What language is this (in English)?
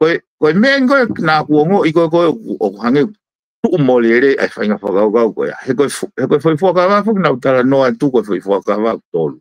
Tongan